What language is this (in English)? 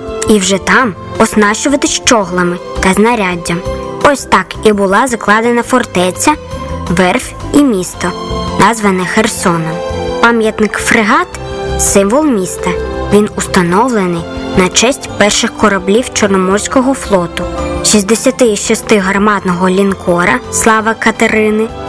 Ukrainian